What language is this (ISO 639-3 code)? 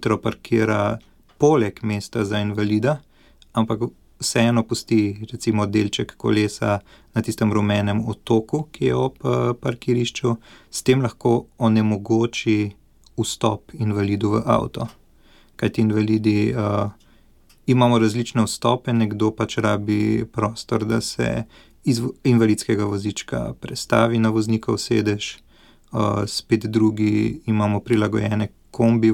slv